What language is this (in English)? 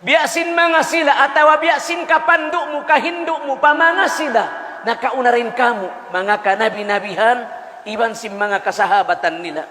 Tausug